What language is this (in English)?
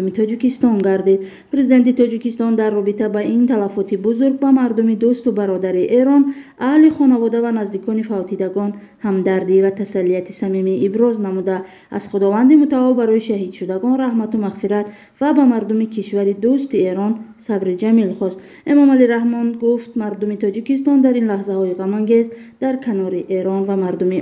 Tajik